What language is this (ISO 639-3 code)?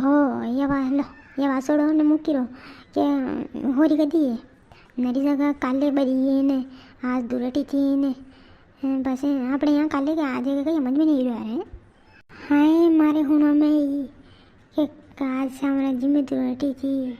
raj